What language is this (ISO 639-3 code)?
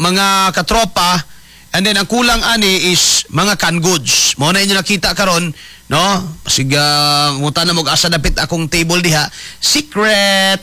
ceb